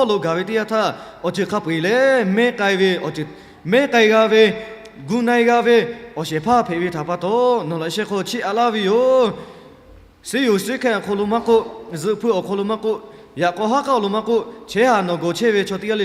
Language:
Lahu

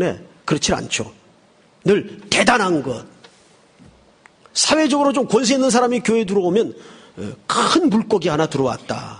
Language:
Korean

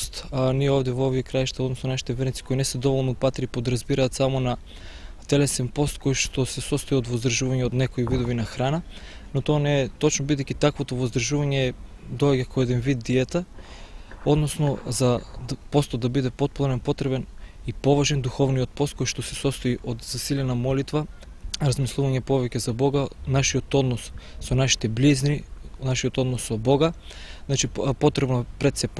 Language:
Macedonian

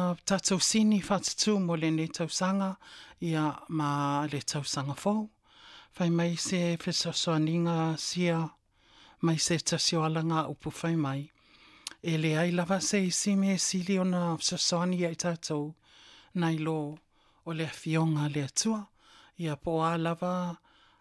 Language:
Samoan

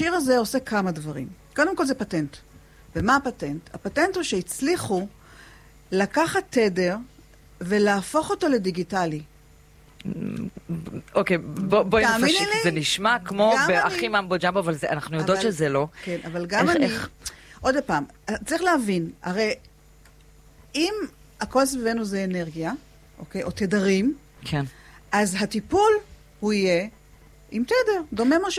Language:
Hebrew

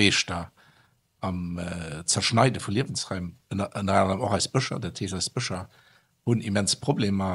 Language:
Luxembourgish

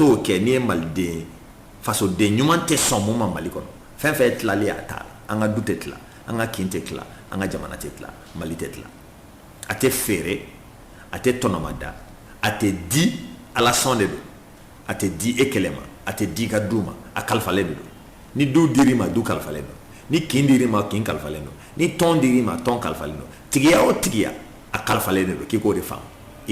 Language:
Bambara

